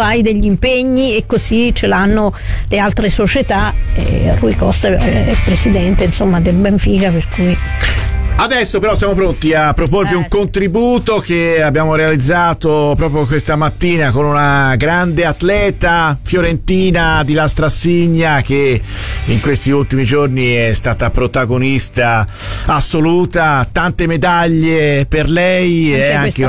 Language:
Italian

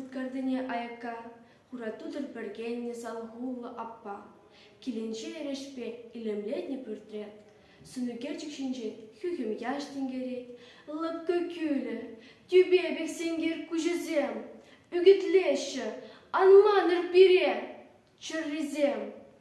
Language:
Chuvash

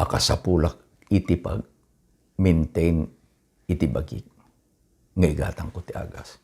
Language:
Iloko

